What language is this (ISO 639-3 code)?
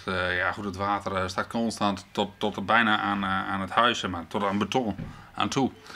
fry